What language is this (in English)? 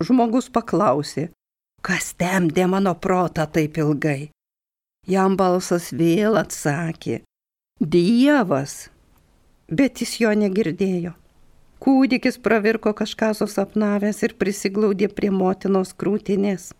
Lithuanian